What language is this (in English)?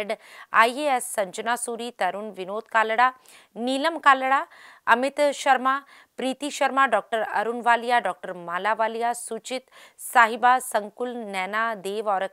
Hindi